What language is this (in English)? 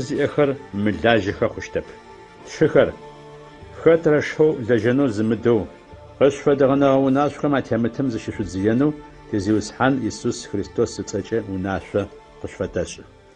Adyghe